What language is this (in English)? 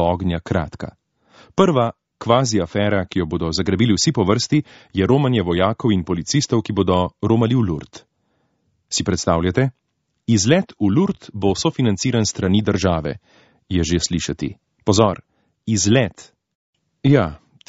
Slovenian